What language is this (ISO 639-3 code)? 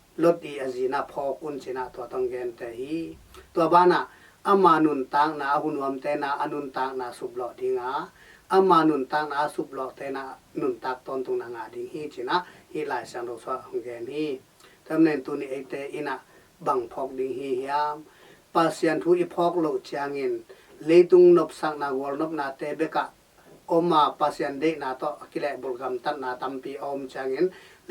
ctd